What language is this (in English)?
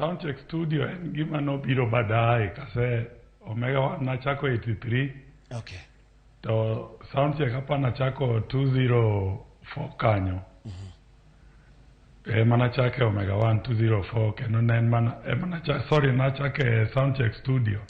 Luo (Kenya and Tanzania)